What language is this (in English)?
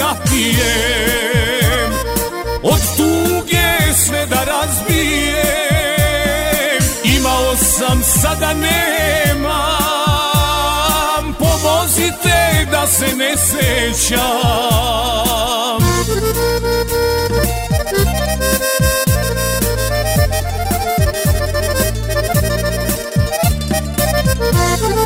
Serbian